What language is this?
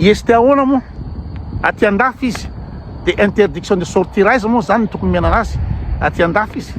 Malagasy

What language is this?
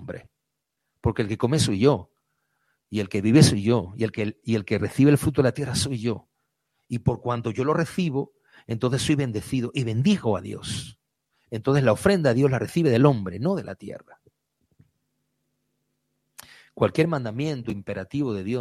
Spanish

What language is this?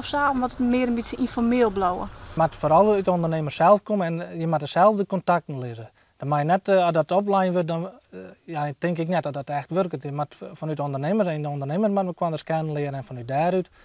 Western Frisian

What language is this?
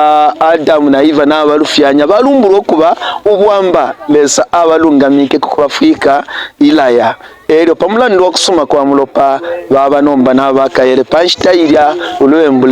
Bemba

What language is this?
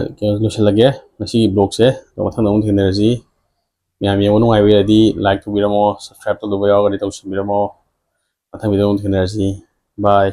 Manipuri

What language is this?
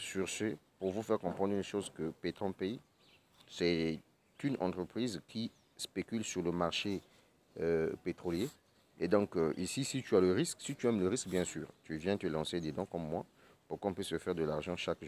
French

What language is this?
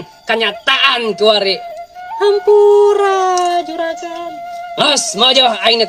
Sundanese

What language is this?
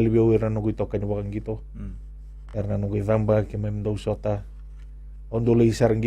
Fijian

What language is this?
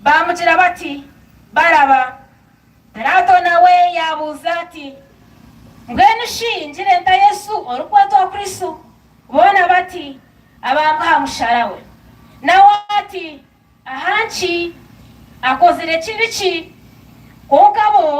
Nyankole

